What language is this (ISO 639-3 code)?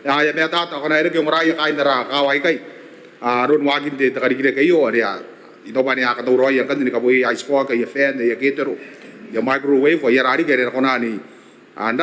gil